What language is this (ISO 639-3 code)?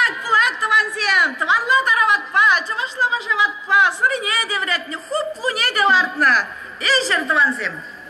chv